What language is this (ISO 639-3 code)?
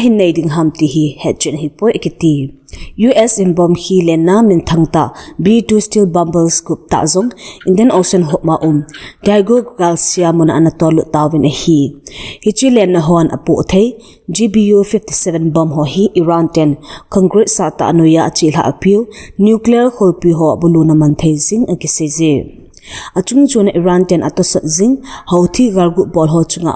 tcz